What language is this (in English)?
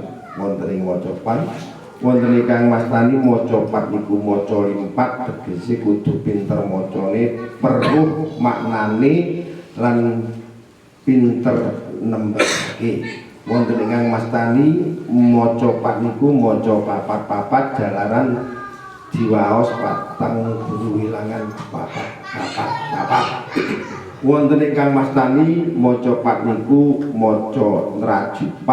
Javanese